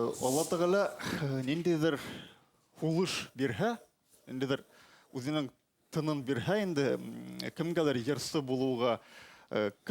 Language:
Bashkir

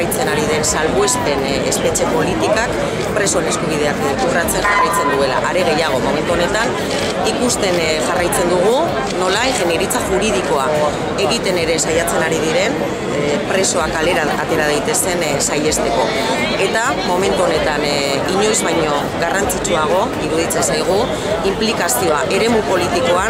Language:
Basque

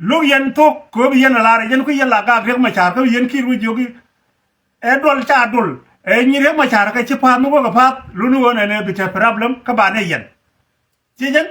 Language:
Nuer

